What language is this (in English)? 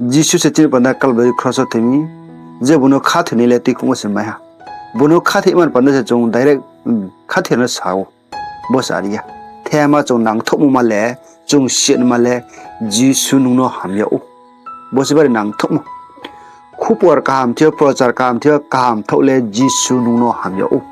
Riang (India)